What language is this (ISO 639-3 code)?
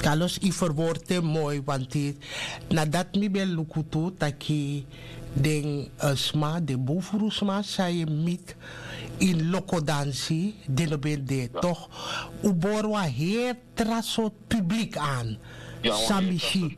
srn